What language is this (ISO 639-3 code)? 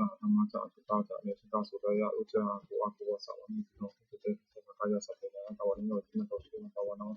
pli